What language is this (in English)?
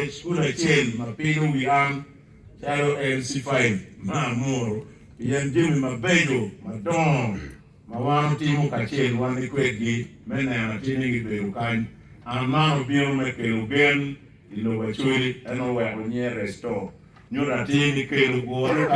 Acoli